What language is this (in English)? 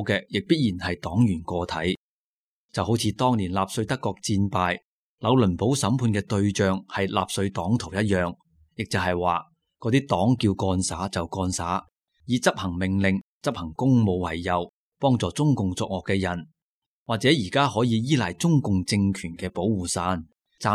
Cantonese